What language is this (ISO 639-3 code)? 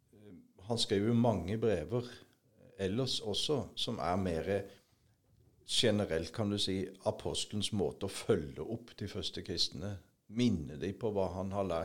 nor